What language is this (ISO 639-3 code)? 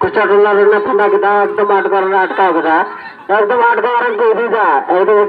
sat